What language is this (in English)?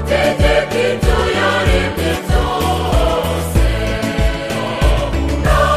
Kinyarwanda